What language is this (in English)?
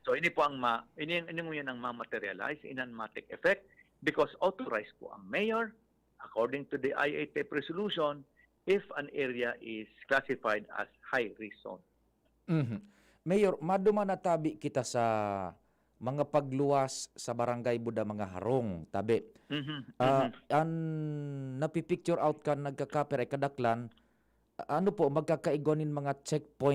Bikol